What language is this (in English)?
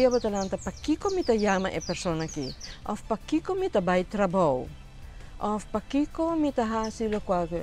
Papiamento